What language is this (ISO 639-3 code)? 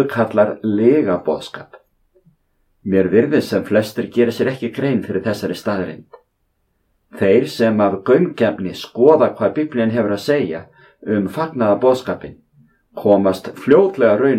isl